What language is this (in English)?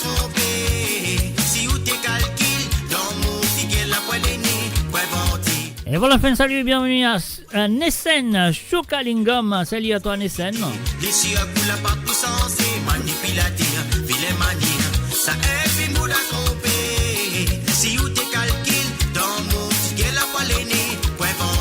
Morisyen